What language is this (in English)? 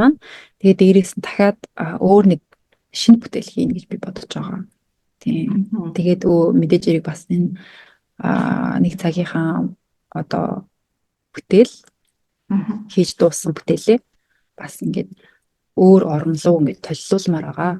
Mongolian